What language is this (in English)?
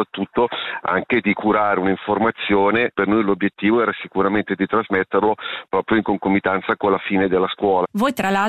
Italian